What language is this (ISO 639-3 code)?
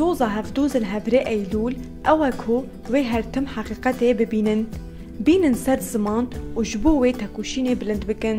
kur